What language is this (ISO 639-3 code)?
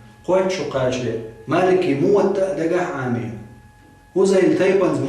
che